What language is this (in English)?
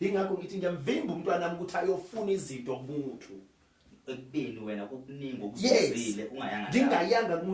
Zulu